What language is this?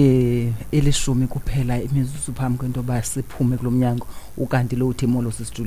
Xhosa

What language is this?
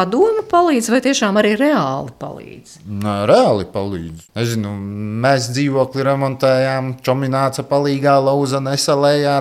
Latvian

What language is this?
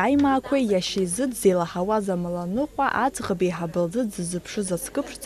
Abkhazian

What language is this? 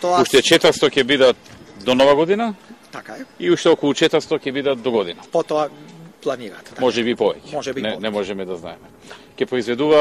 Macedonian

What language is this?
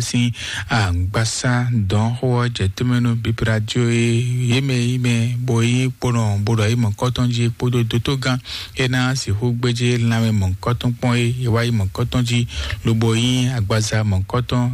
Fon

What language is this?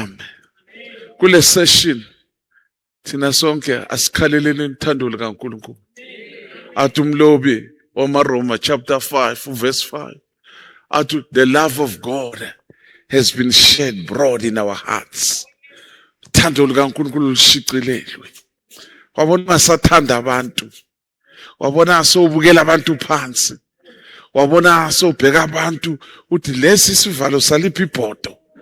Zulu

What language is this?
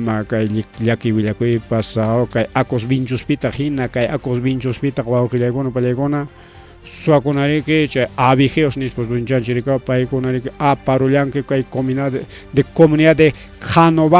Ayacucho Quechua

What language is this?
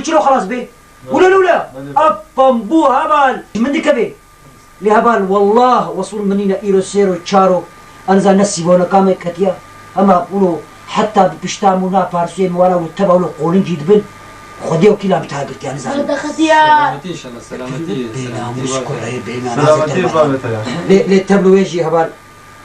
Kurdish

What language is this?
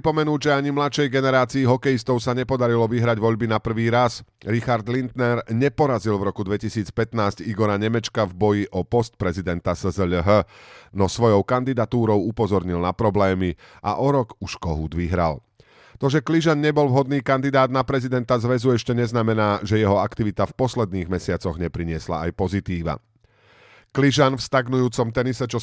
Slovak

